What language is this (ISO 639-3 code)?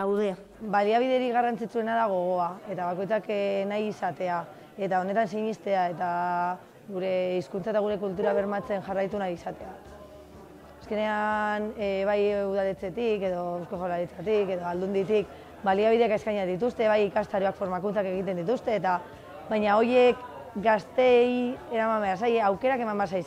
eus